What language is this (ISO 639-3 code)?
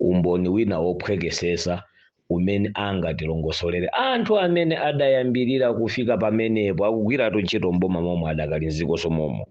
nya